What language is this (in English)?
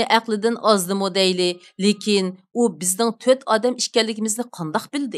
Uyghur